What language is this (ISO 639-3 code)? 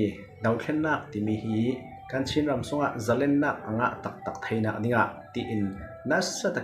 cfm